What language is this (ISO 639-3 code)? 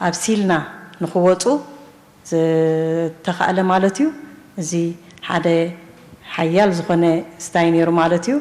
tir